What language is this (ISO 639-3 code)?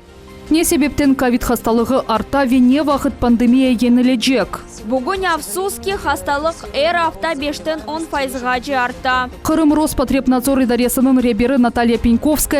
crh